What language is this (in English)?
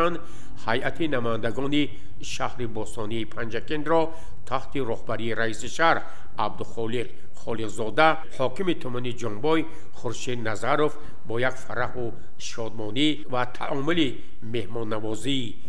Tajik